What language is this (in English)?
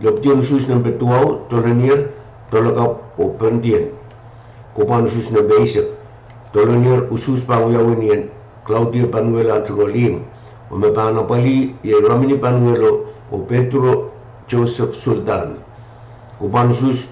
Pohnpeian